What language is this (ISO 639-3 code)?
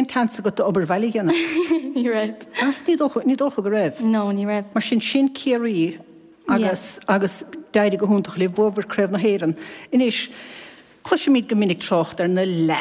gle